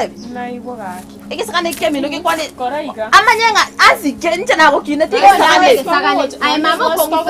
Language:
Gusii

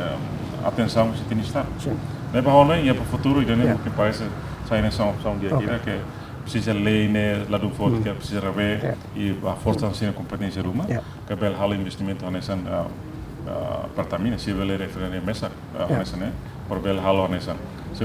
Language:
Tetum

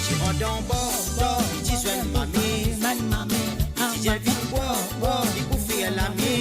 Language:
Morisyen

